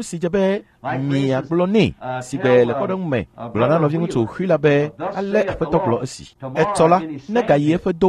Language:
Ewe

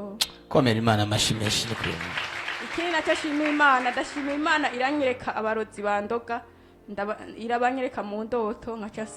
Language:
Rundi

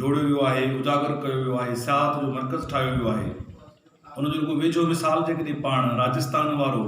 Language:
Sindhi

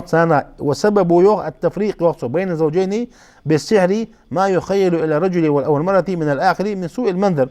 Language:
Ingush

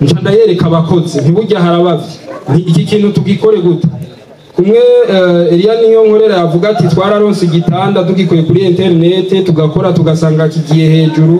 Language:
Rundi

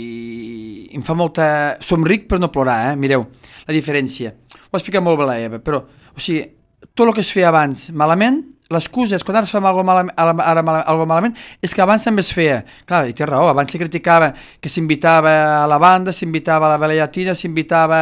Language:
Catalan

